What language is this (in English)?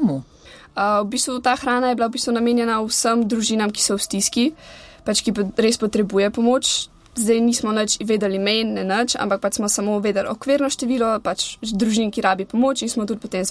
Slovenian